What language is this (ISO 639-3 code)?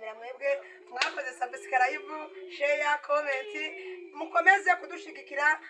kin